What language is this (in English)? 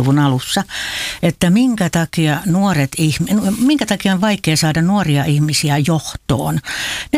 Finnish